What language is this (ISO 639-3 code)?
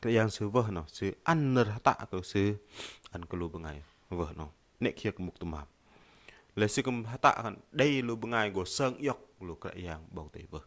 bdq